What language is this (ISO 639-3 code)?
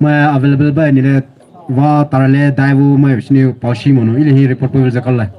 pmx